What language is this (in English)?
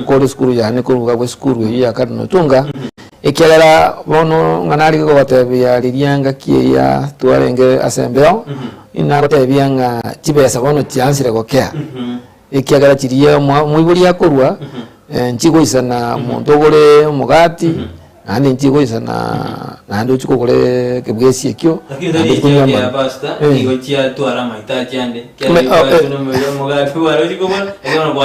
Gusii